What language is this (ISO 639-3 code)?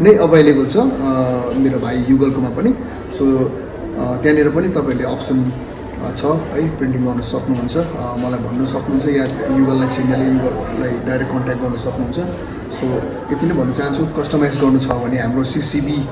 nep